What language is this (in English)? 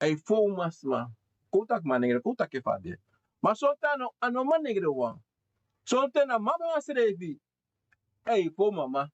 Sranan Tongo